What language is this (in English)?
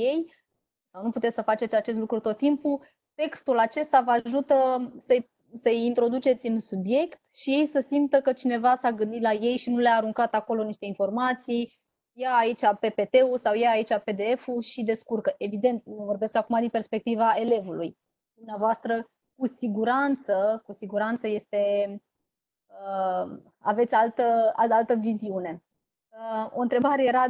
Romanian